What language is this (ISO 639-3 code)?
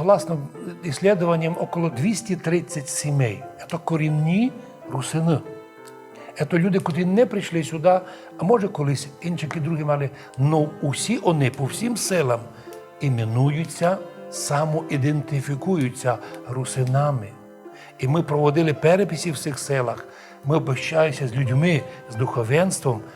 rue